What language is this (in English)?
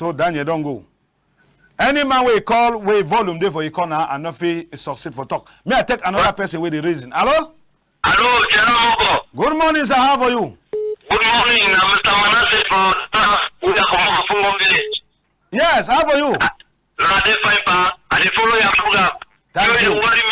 Cameroon Pidgin